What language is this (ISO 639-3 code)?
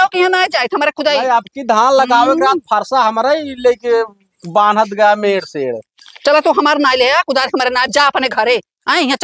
awa